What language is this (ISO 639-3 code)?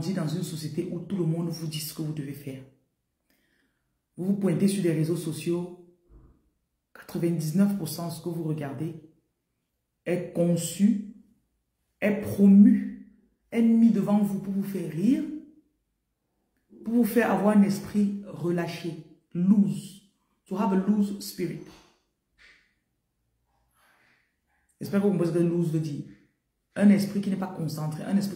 fra